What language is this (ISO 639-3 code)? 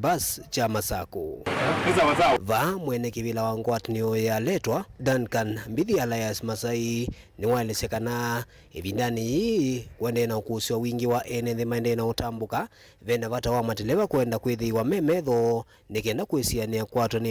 kam